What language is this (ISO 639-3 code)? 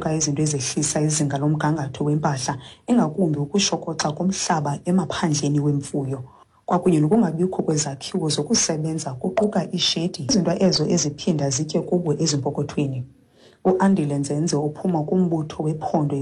xho